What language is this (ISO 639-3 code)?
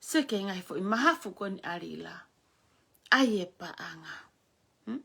ton